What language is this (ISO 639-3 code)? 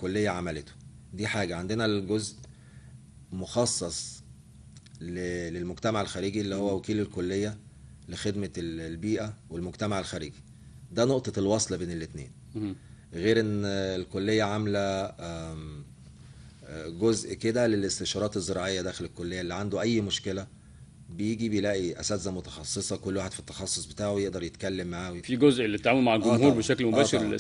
arz